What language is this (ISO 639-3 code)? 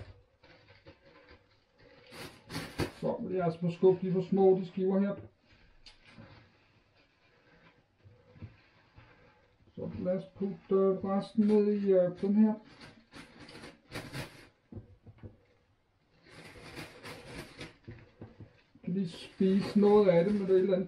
dan